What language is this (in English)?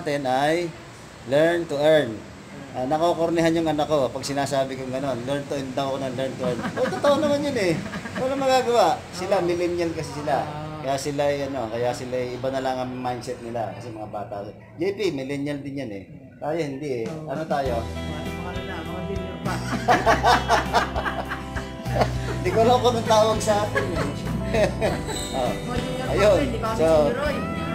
Filipino